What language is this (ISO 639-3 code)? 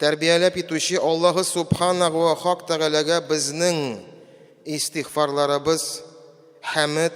tat